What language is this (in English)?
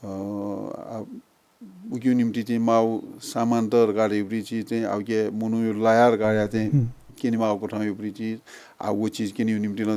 Newari